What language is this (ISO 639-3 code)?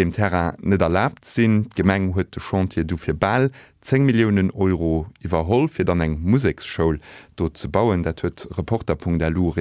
ltz